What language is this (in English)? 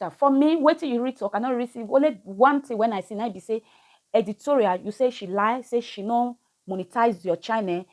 Nigerian Pidgin